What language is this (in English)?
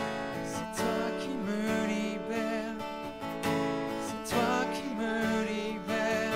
French